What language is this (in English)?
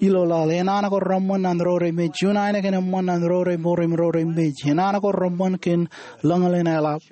Marshallese